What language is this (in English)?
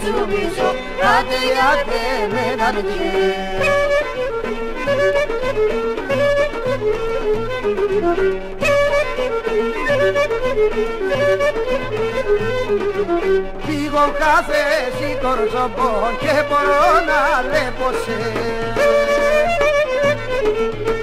Pontic